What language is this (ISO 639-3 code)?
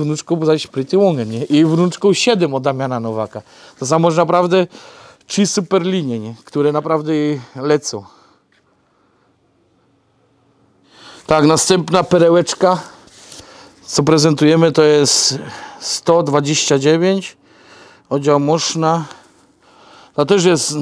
pol